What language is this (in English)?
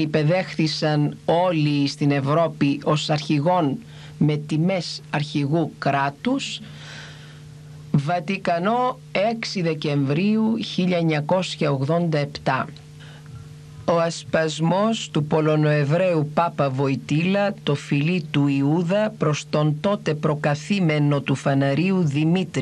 Greek